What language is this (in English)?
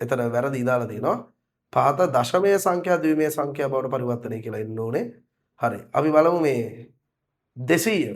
Sinhala